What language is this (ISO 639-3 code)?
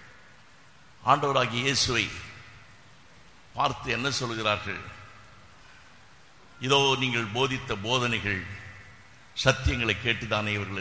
tam